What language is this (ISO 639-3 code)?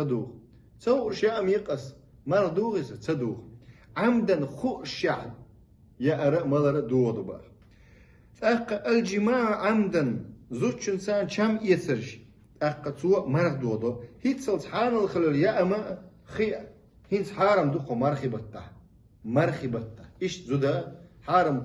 che